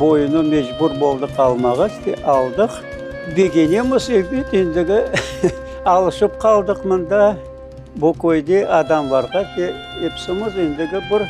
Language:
Crimean Tatar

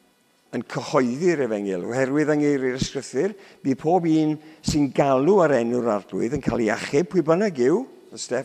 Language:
Welsh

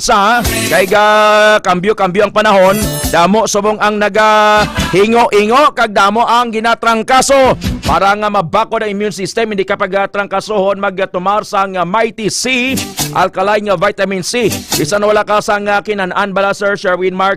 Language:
Hiligaynon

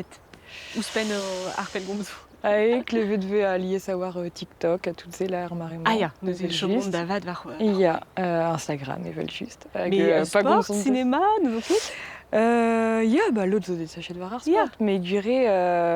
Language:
Breton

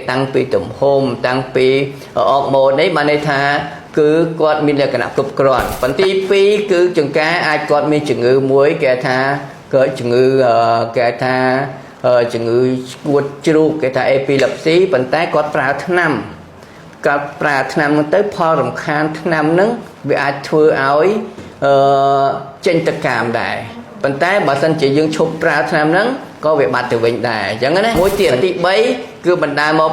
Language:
Khmer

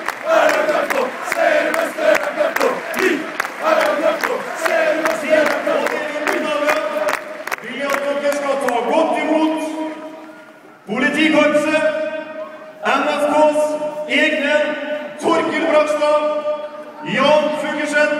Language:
Norwegian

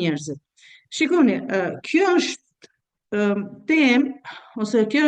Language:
Albanian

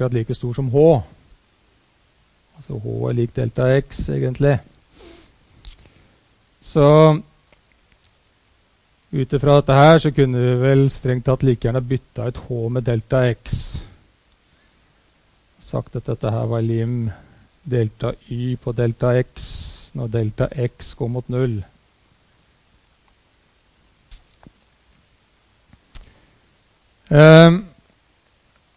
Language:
Norwegian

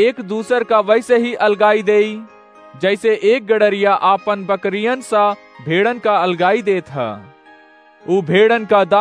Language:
Awadhi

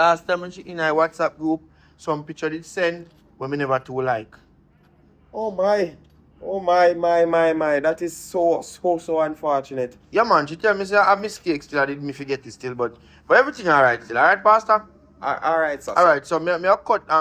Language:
Jamaican Creole English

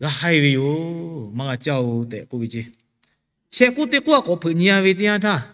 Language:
Lahu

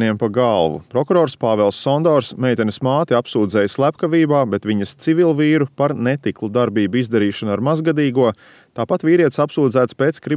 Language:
Latvian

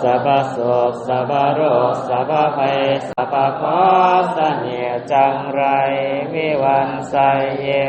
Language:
Pali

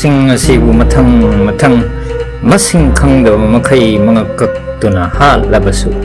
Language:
Manipuri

